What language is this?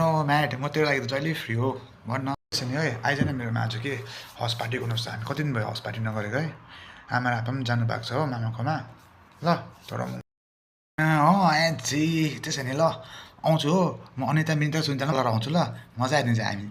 Nepali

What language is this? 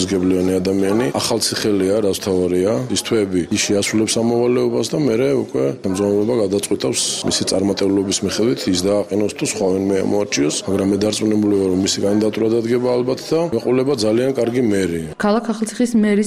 Georgian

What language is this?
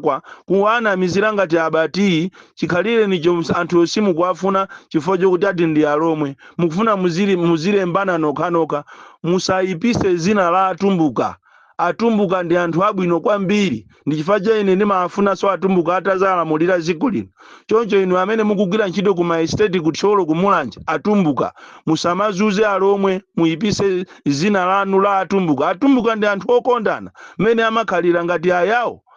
Nyanja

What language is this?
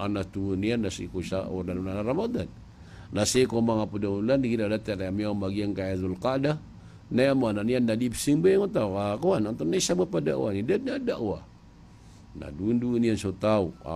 Maranao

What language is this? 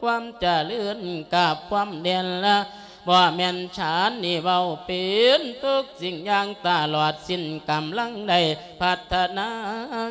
Lao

